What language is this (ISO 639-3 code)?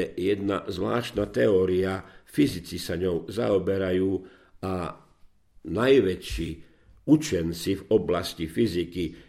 slk